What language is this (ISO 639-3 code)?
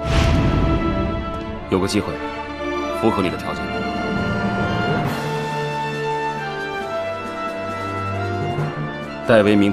zho